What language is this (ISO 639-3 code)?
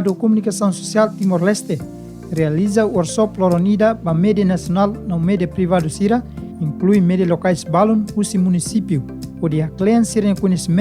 tet